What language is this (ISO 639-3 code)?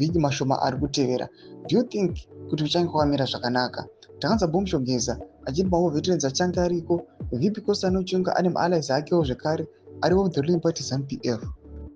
sna